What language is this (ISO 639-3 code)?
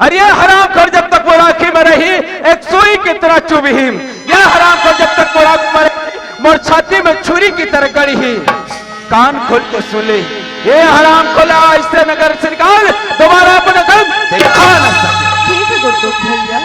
hne